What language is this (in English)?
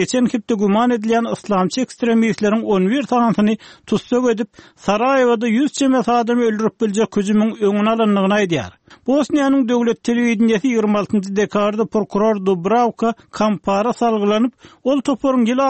Turkmen